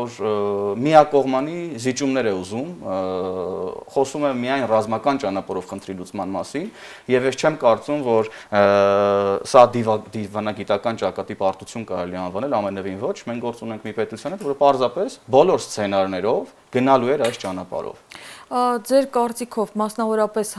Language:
Armenian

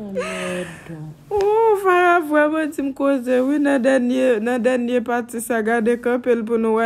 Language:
Haitian Creole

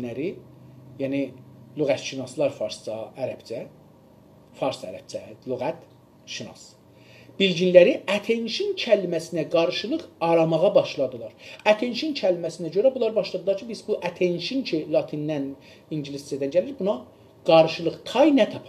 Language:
South Azerbaijani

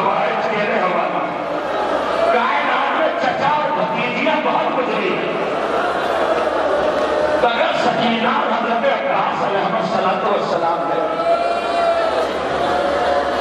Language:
Urdu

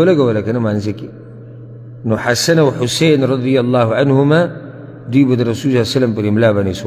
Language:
Pashto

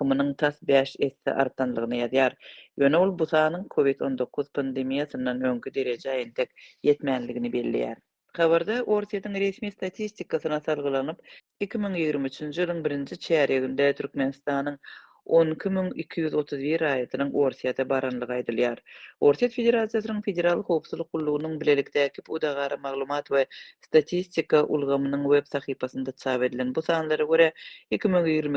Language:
Turkmen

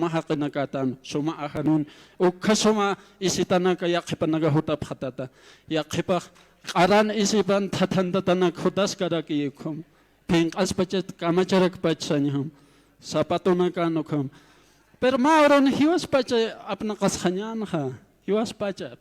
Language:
Aymara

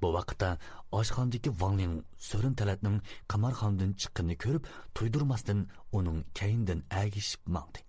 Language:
Uyghur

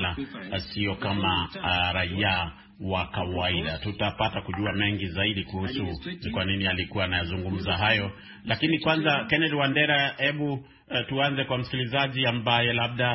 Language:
Swahili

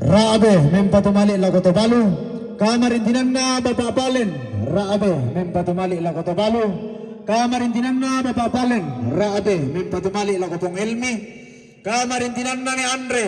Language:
Toraja-Sa'dan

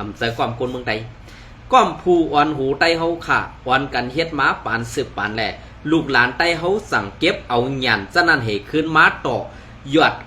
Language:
Shan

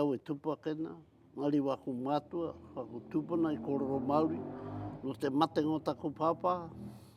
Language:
Māori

